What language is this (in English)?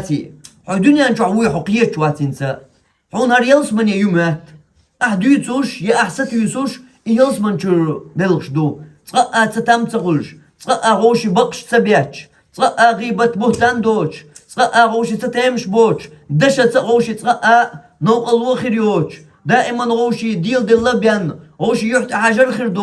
Chechen